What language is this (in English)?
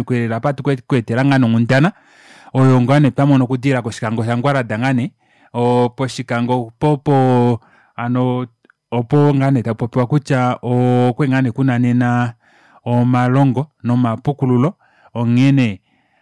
Kuanyama